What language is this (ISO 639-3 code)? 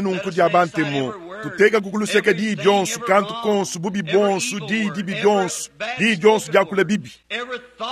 lua